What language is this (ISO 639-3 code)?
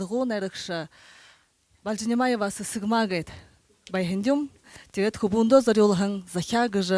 bua